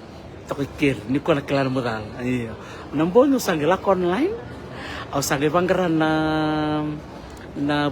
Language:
Fijian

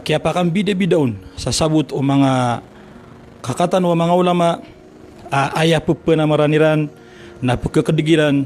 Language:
Maranao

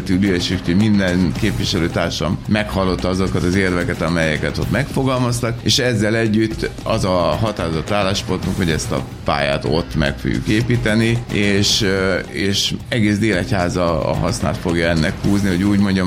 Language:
Hungarian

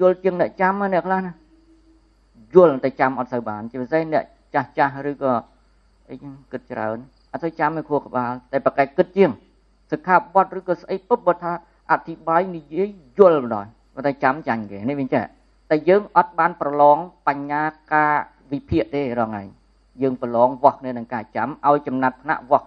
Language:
Khmer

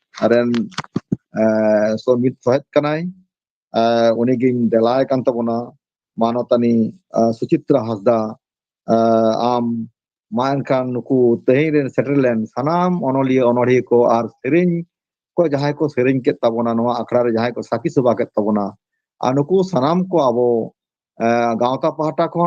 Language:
Santali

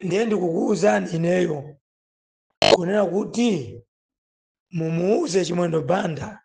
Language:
Nyanja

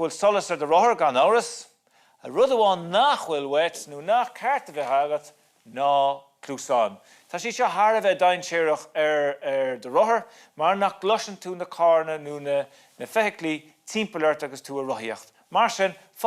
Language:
Irish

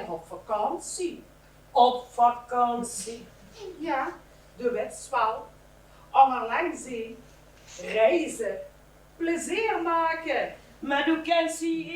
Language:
Limburgish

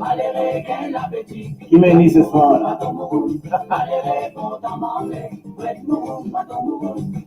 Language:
Morisyen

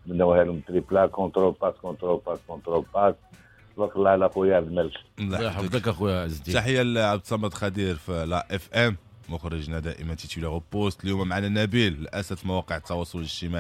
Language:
Moroccan Arabic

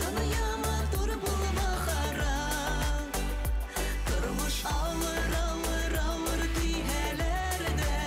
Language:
Bashkir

